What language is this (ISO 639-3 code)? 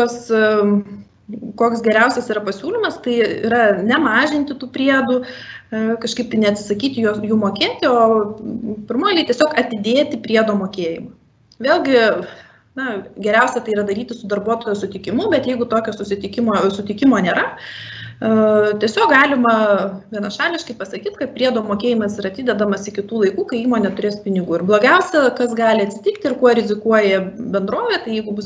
lit